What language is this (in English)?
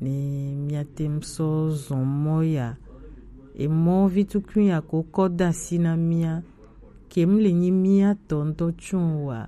Gen